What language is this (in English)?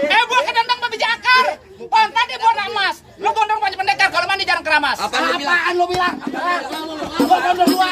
Betawi